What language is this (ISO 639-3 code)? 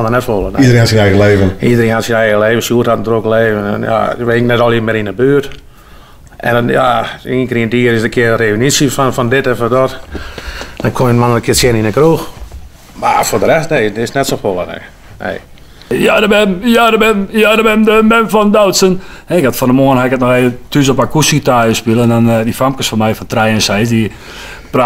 fry